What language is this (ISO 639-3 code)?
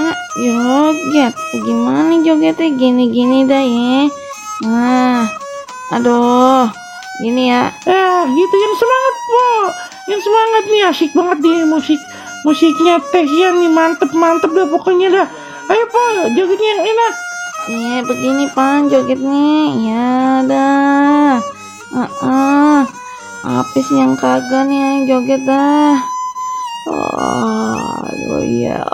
bew